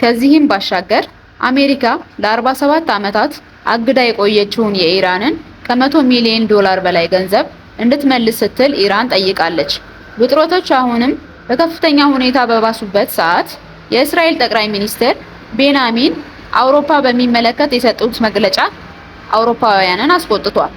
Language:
Amharic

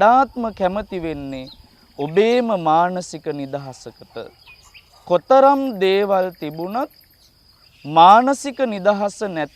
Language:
Sinhala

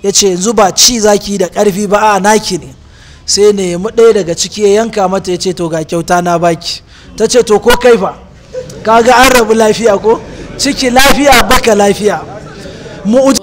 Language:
Hausa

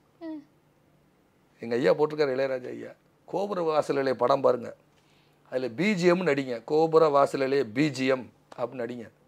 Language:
Tamil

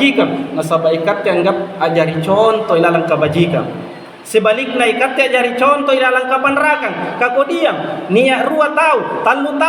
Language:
Makasar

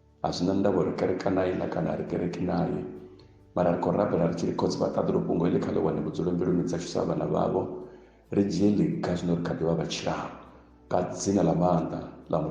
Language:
Venda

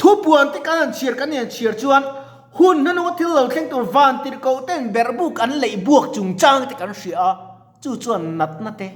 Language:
Mizo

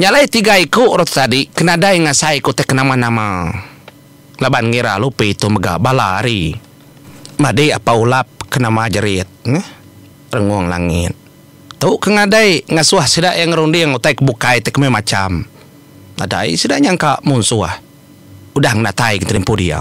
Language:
Iban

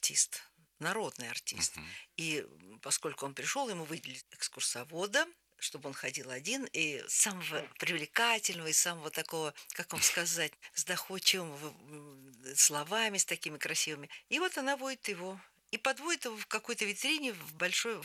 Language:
Russian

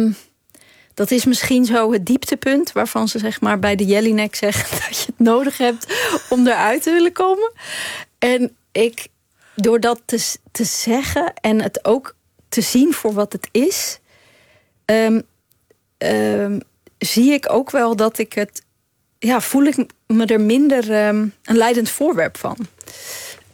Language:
Dutch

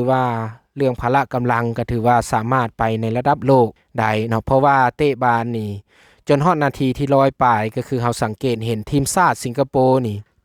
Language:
Lao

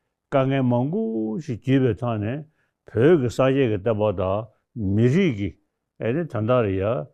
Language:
Tibetan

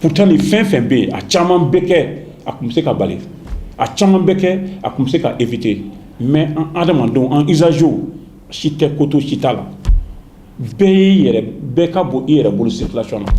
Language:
Bambara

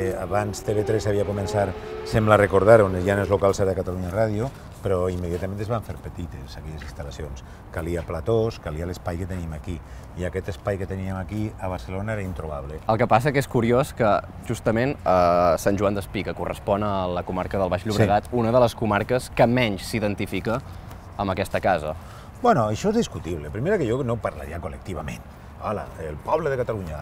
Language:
Catalan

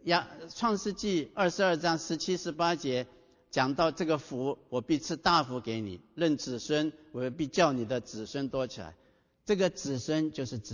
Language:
Chinese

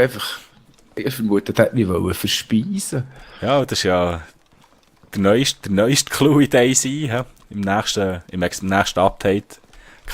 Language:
Swiss German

